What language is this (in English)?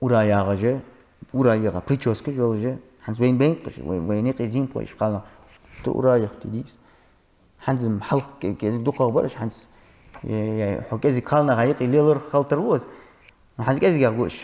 Ingush